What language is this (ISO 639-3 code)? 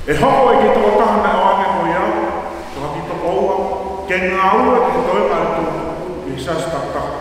ton